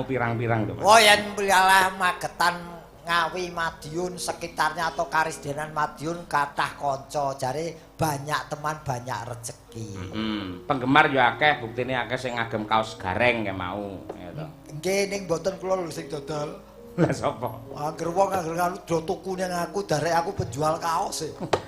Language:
Javanese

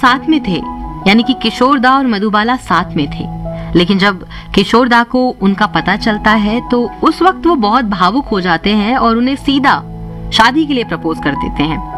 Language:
Hindi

